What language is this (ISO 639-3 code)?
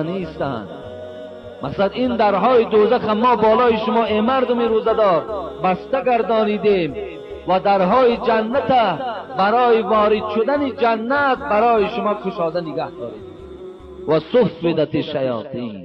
tgk